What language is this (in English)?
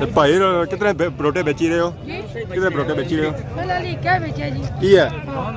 Pahari-Potwari